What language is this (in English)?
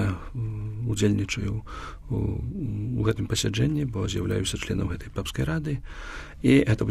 Belarusian